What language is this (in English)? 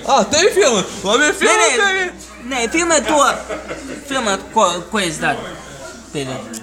Latvian